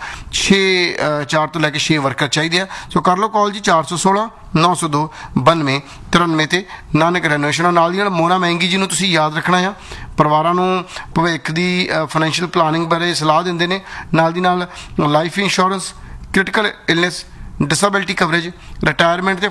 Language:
Punjabi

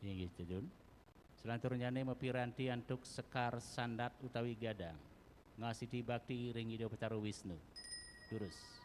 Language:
Balinese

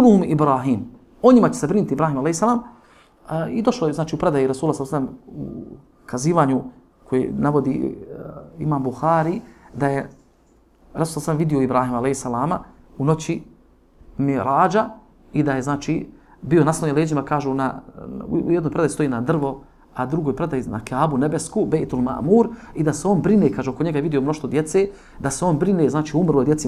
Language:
Bosnian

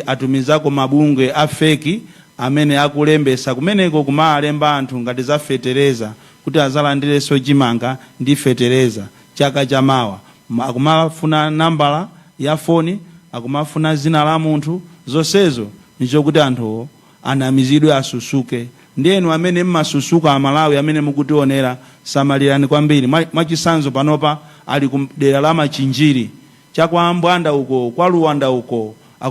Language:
Nyanja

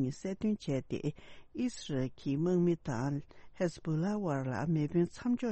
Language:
Tibetan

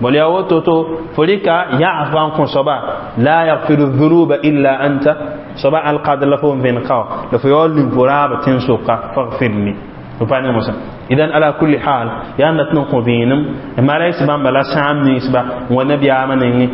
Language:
Mossi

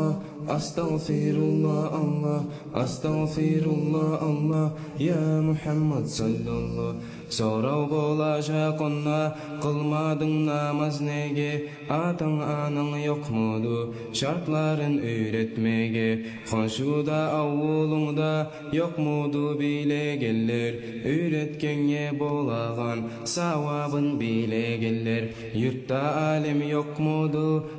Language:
Kumyk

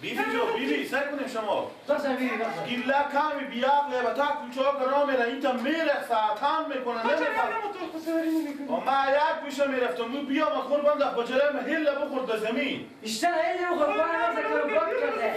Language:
Persian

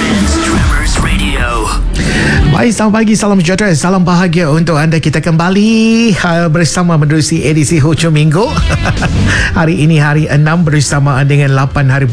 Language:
Malay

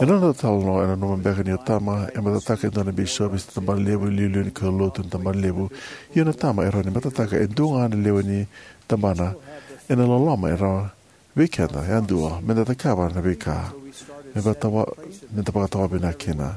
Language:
Fijian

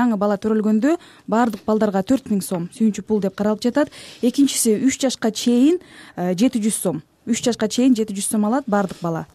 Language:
Kyrgyz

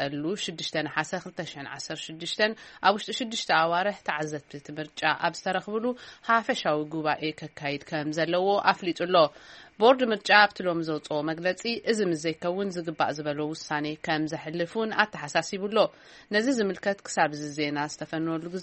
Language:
Tigrinya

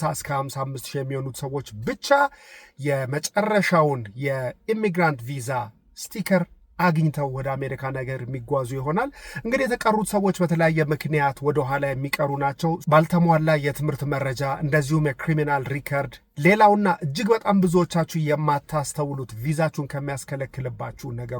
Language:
Amharic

